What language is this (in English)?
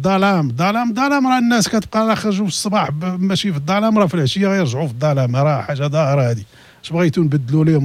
Moroccan Arabic